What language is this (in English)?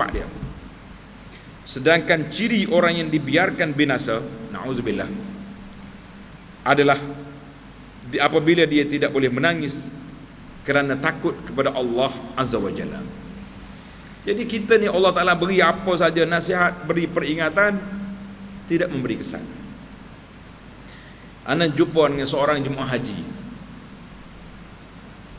Malay